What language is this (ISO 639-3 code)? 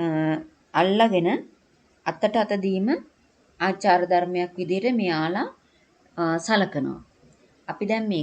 sin